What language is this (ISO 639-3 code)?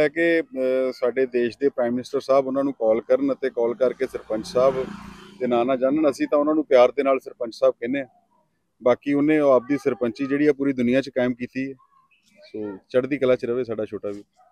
pan